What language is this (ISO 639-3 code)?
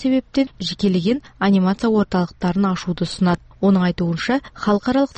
kaz